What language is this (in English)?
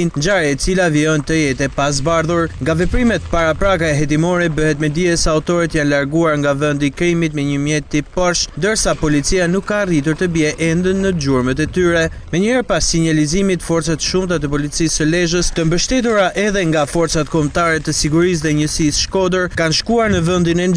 Albanian